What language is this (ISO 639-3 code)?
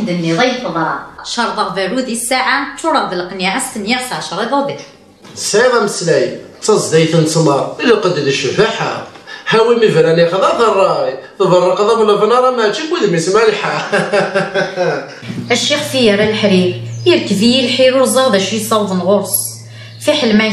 kab